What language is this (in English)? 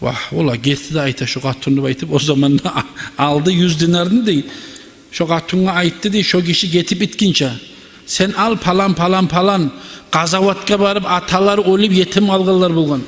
Kumyk